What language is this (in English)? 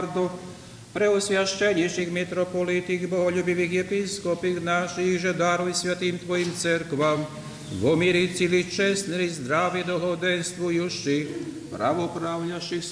Rusyn